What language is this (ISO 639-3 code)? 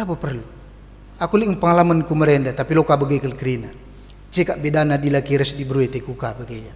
btx